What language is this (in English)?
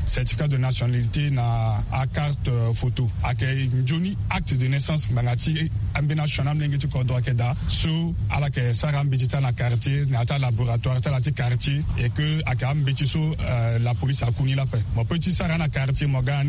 Sango